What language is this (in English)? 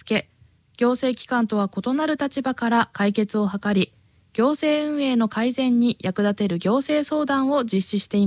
Japanese